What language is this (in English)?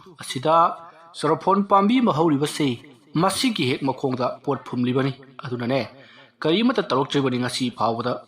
Manipuri